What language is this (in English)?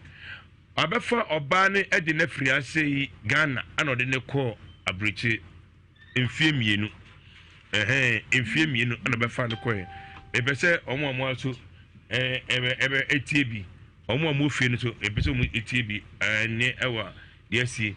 Akan